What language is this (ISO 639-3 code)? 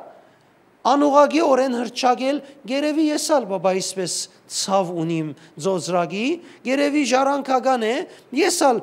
hyw